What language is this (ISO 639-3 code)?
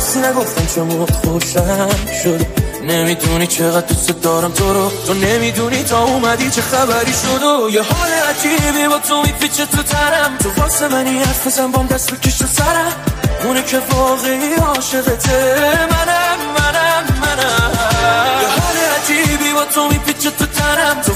fas